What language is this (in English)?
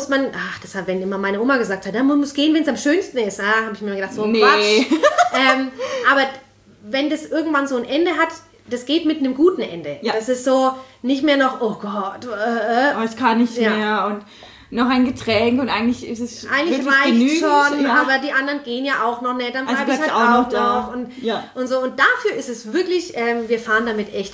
German